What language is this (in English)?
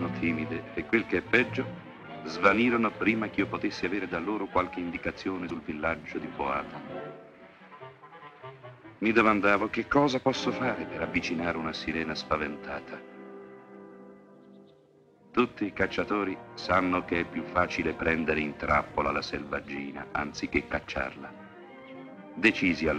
Italian